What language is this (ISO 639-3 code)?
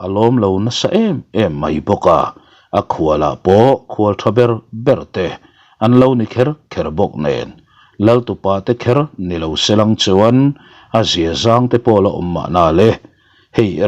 lus